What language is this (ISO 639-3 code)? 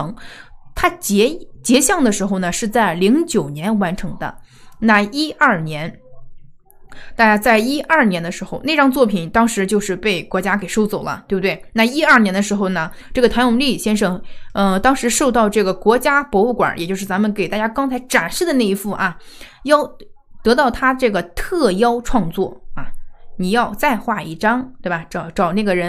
zho